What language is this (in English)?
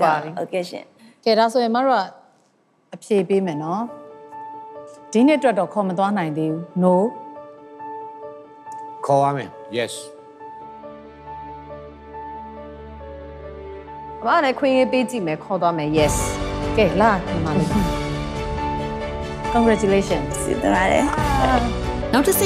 Burmese